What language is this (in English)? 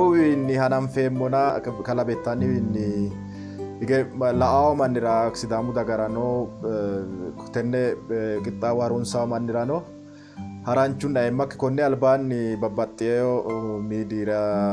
Sidamo